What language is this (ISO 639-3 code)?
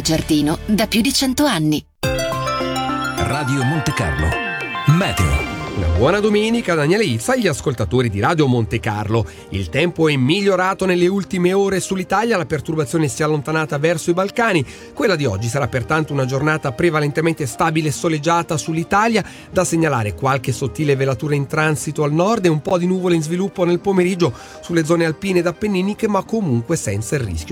ita